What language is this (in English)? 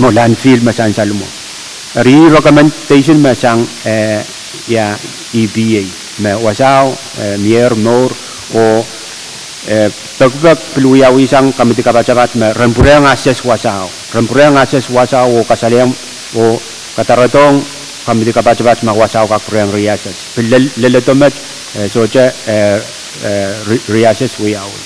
Pohnpeian